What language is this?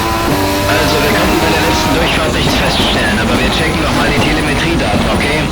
Bavarian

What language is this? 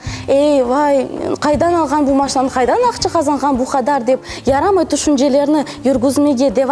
Crimean Tatar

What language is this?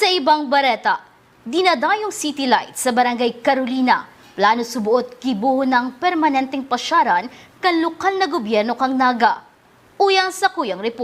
Bikol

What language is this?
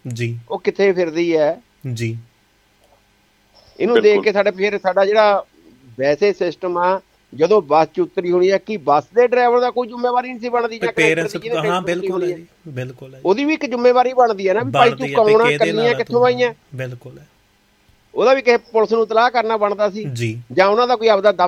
Punjabi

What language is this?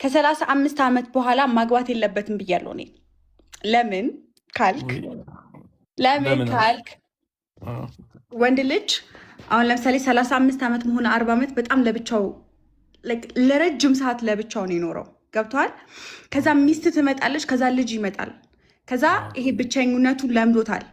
Amharic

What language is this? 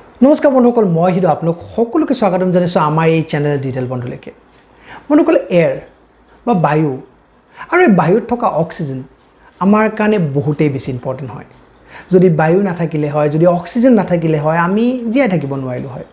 Assamese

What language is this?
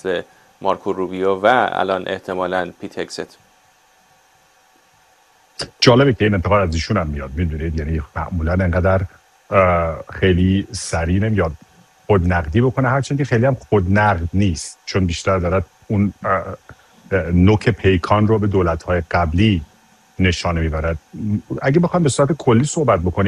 Persian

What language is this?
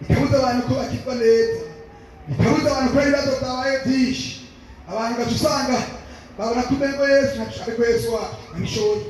Rundi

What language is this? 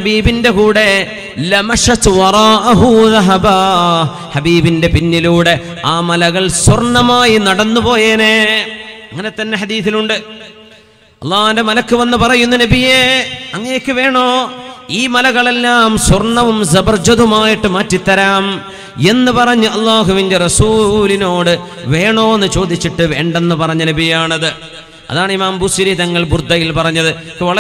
Malayalam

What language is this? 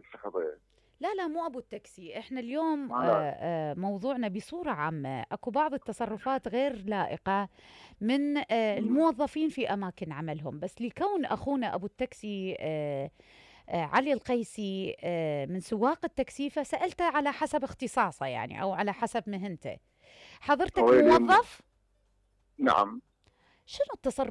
Mesopotamian Arabic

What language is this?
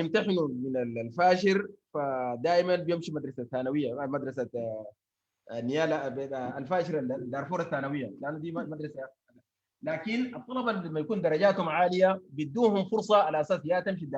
Sudanese Arabic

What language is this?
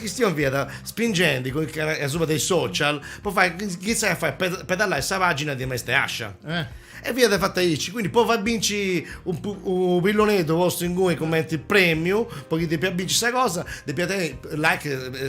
Sardinian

